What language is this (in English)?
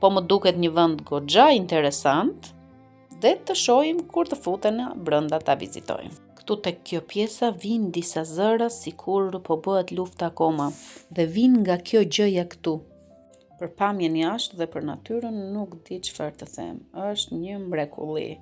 Albanian